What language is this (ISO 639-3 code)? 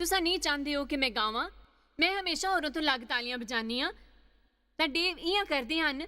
doi